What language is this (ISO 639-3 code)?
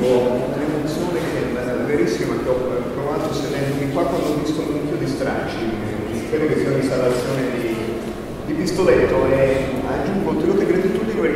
ita